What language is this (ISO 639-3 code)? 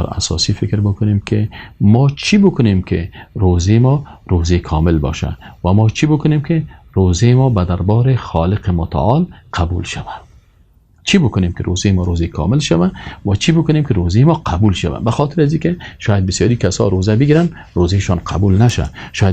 fas